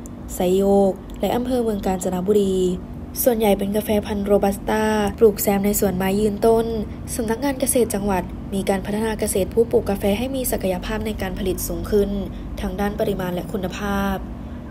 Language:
Thai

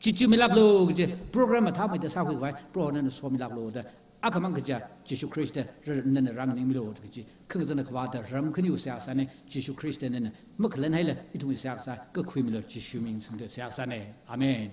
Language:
Tangkhul Naga (India)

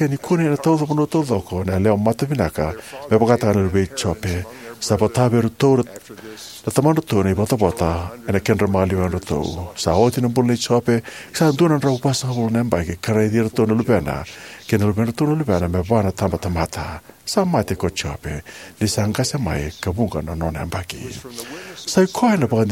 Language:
Fijian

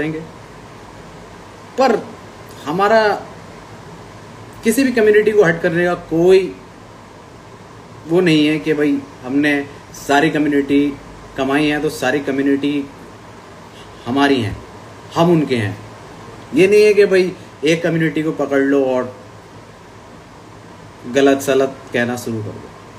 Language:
Hindi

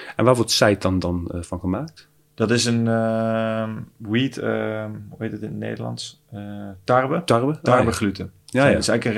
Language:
Dutch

